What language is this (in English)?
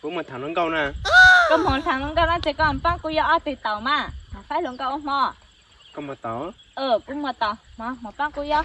Hmong